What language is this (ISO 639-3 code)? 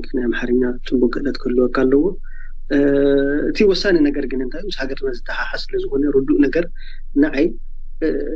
tir